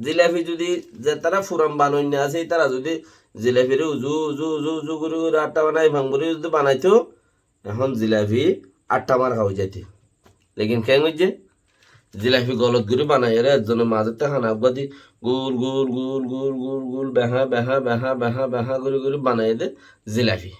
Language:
Rohingya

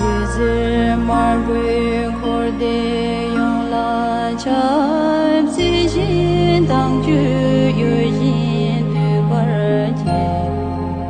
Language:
Tibetan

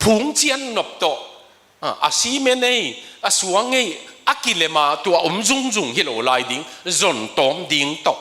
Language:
Tedim Chin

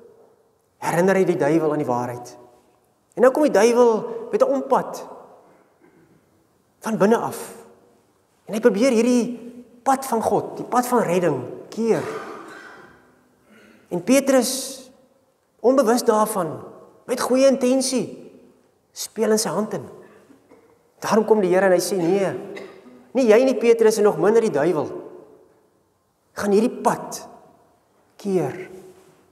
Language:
Afrikaans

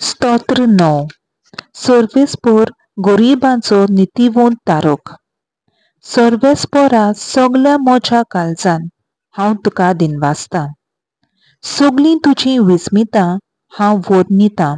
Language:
Konkani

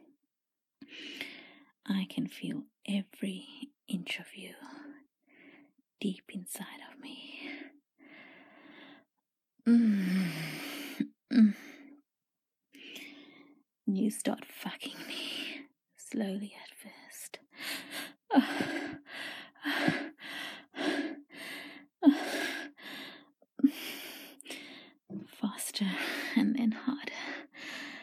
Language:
English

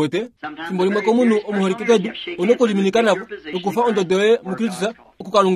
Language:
Kuanyama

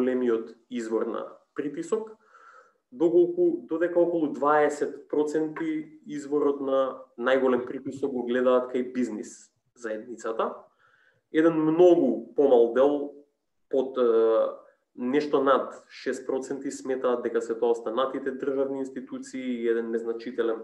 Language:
Macedonian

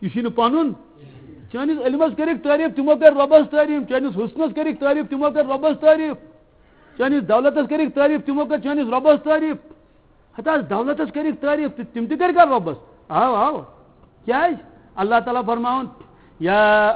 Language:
Kashmiri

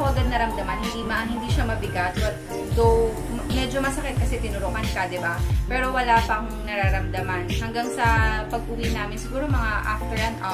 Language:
Filipino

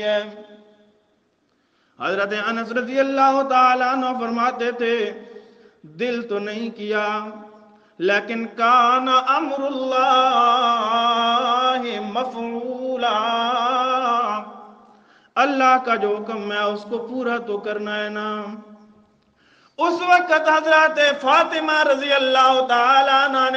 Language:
Urdu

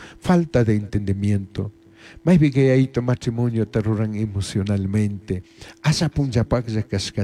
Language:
Chimborazo Highland Quichua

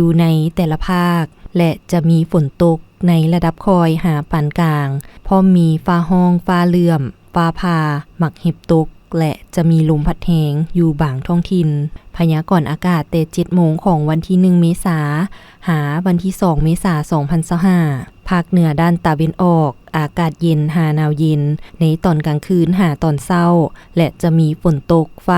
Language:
Lao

